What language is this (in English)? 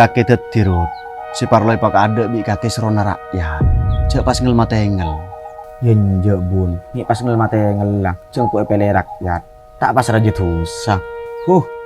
Madurese